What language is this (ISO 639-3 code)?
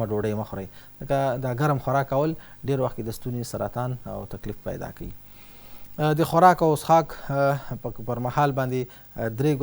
pus